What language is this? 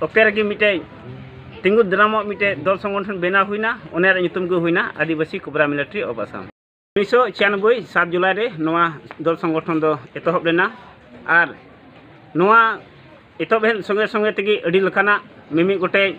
Santali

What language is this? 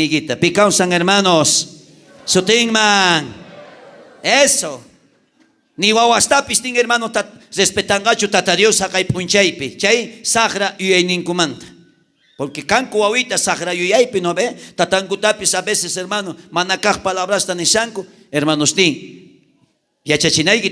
South Bolivian Quechua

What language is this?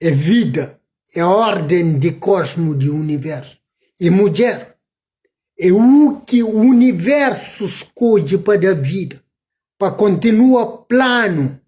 Kabuverdianu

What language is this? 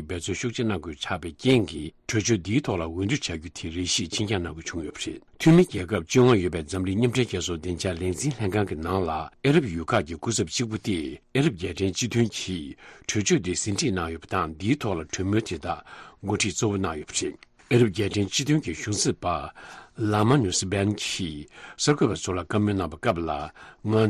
Tibetan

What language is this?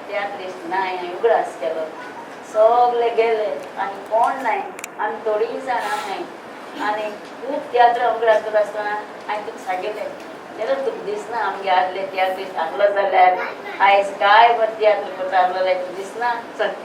Konkani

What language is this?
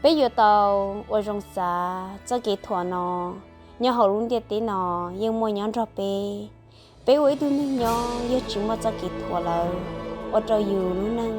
Hmong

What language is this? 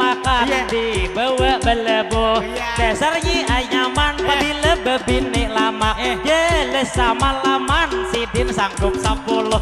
Banjar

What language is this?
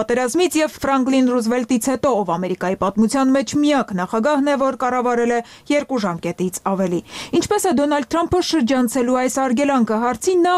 Armenian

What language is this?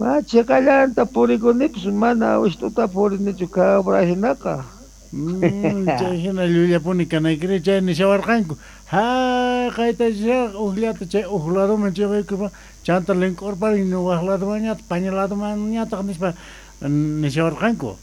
Quechua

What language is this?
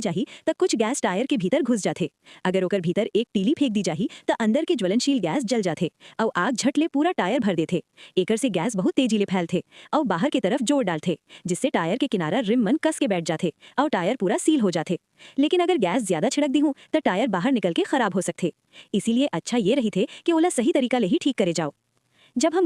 Chhattisgarhi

